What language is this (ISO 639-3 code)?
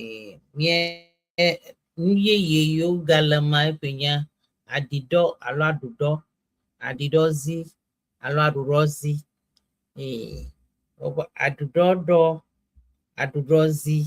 ewe